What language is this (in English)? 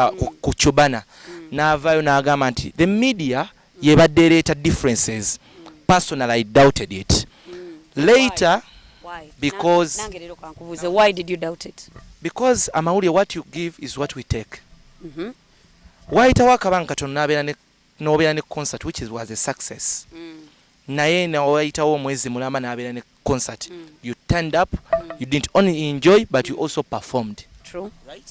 Ganda